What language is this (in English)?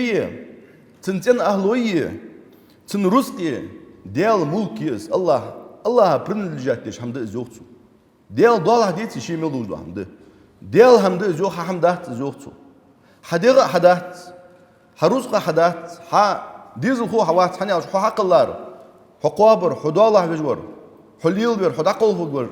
Ingush